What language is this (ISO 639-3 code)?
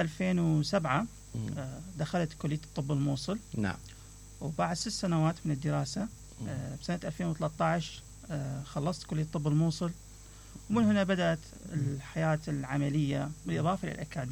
acm